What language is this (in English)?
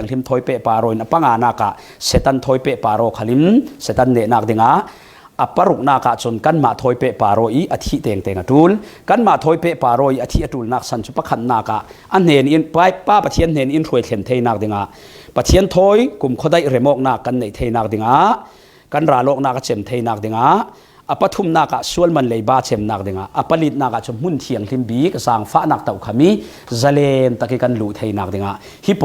Falam Chin